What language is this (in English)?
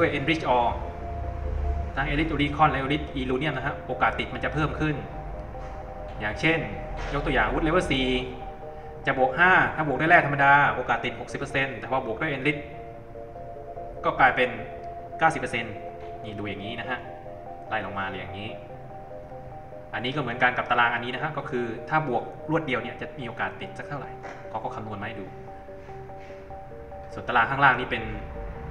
Thai